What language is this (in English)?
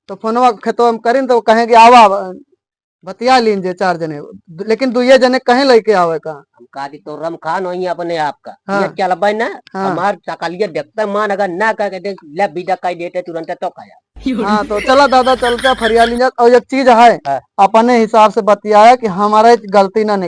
Awadhi